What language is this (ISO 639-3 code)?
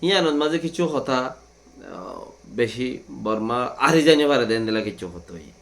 rhg